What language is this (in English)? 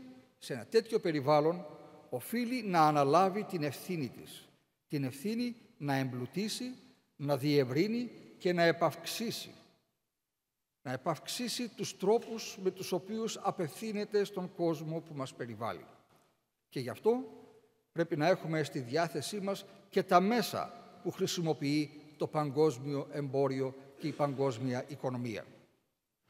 Greek